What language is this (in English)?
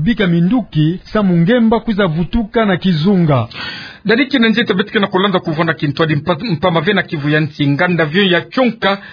Kituba (Democratic Republic of Congo)